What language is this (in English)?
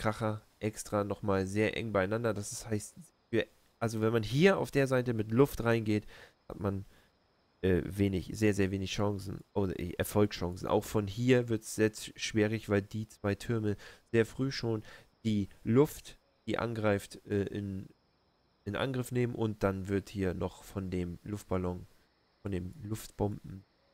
German